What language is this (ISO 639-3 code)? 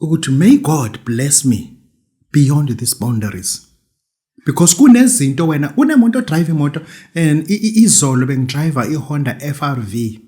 zul